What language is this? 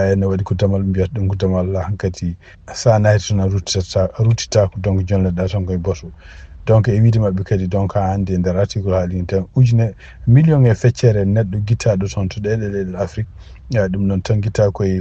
Fula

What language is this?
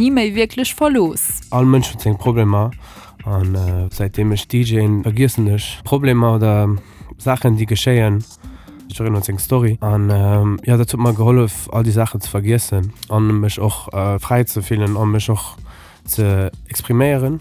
Luxembourgish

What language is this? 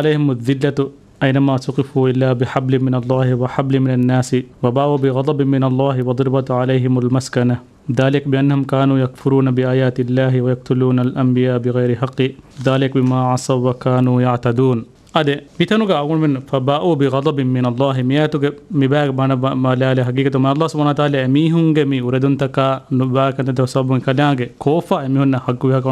Divehi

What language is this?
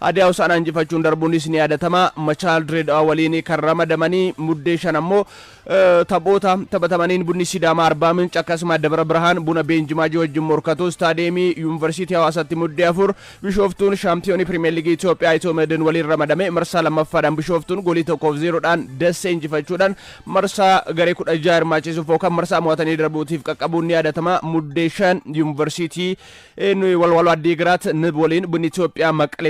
Oromo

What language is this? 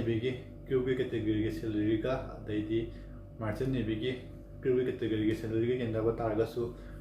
Manipuri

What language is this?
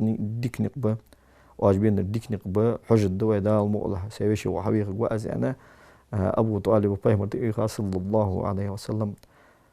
Ingush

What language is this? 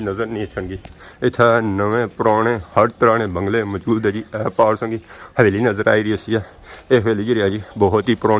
Pahari-Potwari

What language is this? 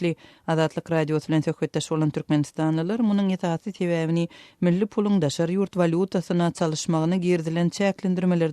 Turkmen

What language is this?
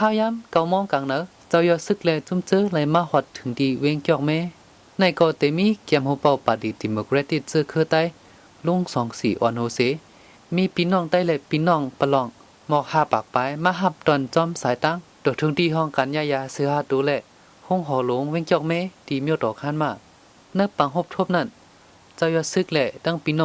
Shan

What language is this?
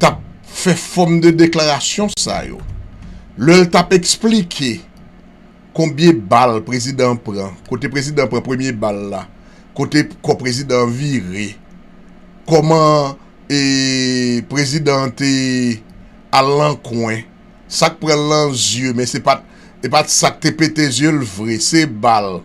Haitian Creole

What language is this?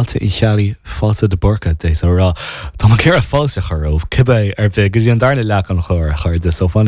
Irish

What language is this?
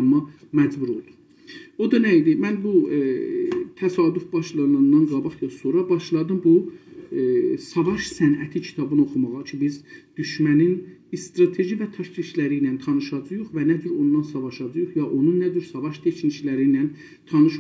South Azerbaijani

